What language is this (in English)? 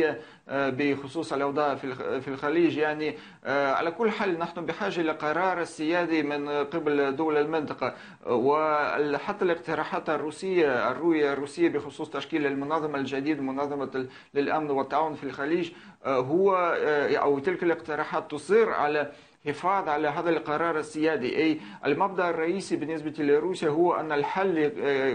Arabic